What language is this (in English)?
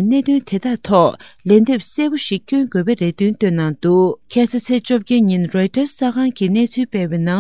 Tibetan